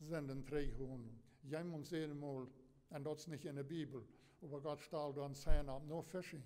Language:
Plautdietsch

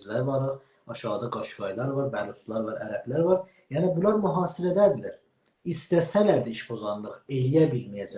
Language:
South Azerbaijani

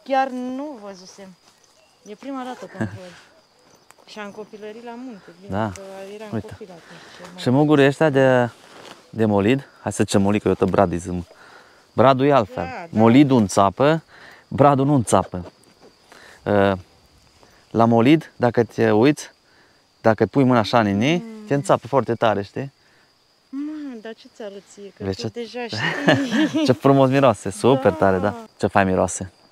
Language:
Romanian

